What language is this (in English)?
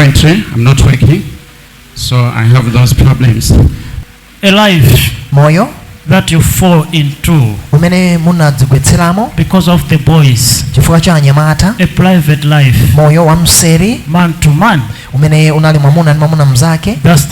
Nyanja